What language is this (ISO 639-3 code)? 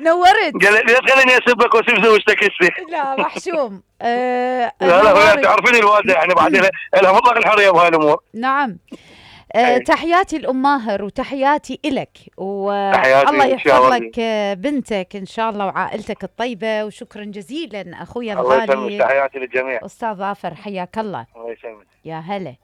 acm